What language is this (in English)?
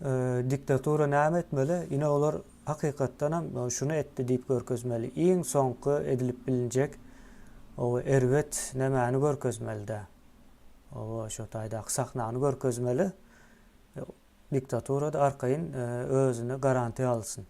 Turkmen